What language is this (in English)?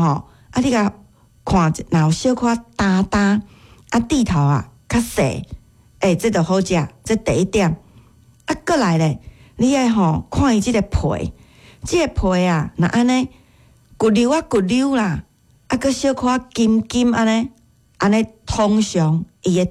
Min Nan Chinese